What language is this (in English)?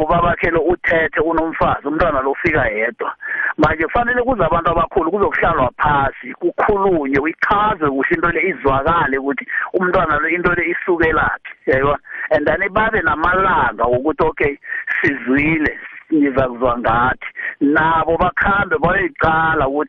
South Ndebele